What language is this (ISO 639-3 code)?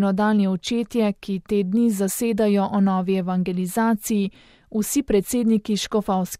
slv